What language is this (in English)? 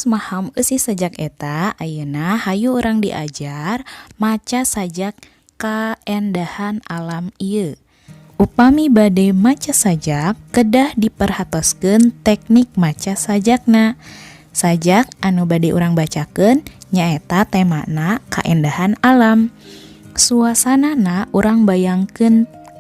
Sundanese